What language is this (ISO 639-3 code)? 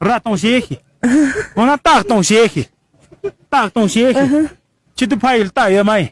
bod